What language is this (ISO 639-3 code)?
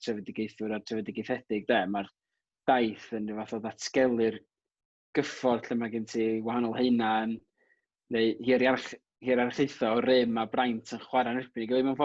cym